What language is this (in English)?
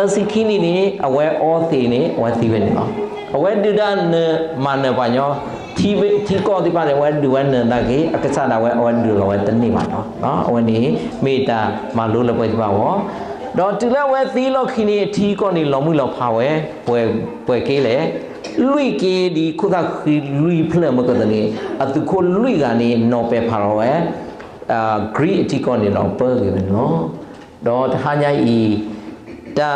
S'gaw Karen